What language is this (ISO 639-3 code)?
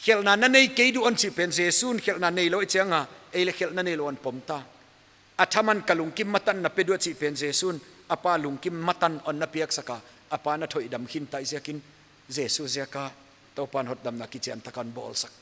pck